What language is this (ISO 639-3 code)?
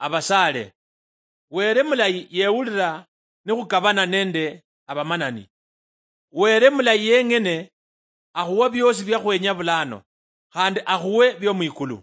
luy